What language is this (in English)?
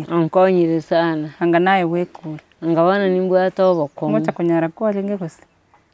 Gusii